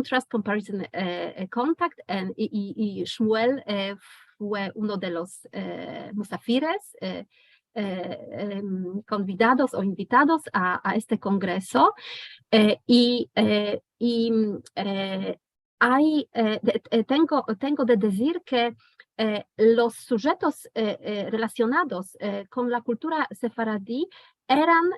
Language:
Ladino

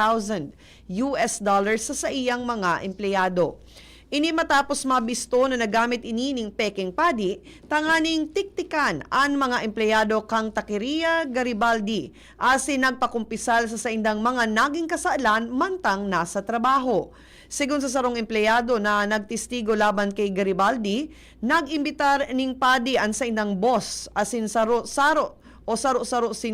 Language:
Bikol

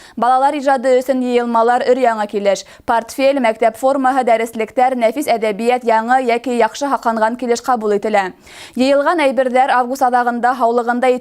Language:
Bashkir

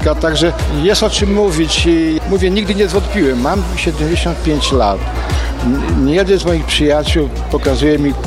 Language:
Polish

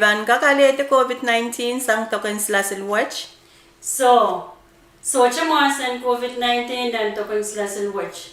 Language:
Pohnpeian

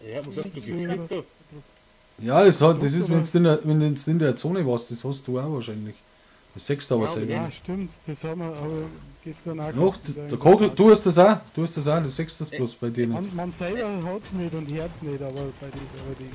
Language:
Bavarian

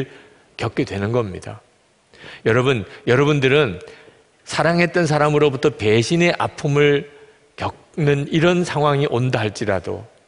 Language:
Korean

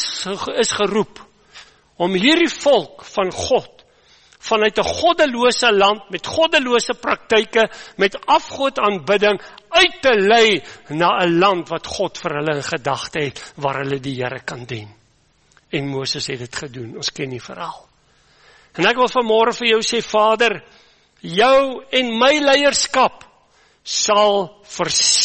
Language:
Afrikaans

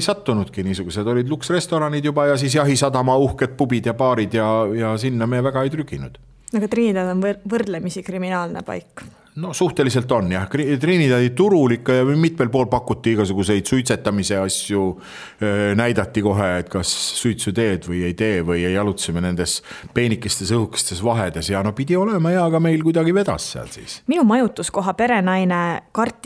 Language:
Estonian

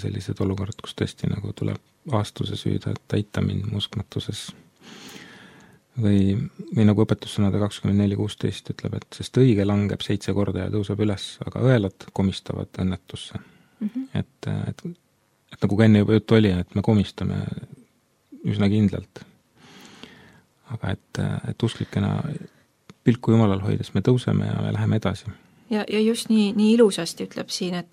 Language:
Estonian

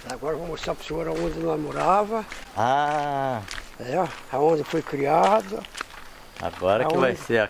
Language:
Portuguese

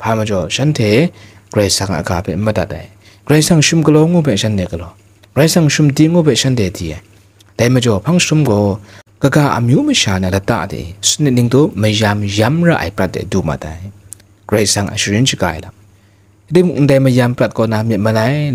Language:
Kachin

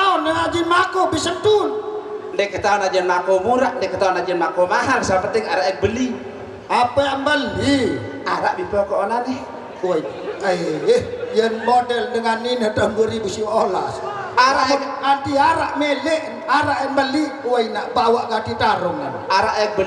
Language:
Sasak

